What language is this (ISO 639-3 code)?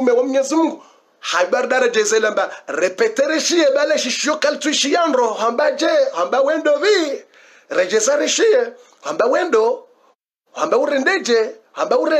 swa